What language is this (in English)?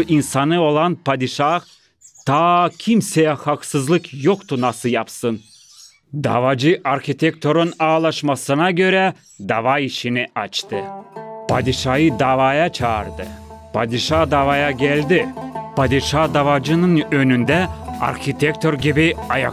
Gagauz